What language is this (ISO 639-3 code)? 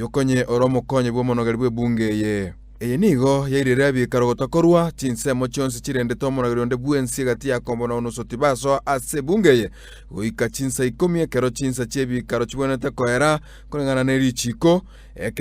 guz